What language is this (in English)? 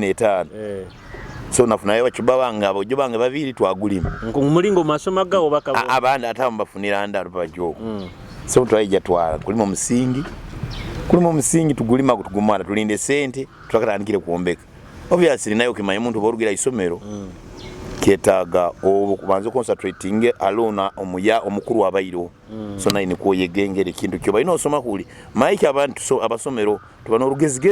Nyoro